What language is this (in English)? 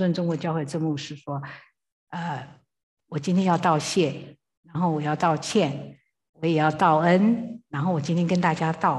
Chinese